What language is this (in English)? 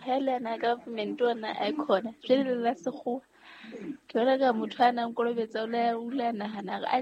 Southern Sotho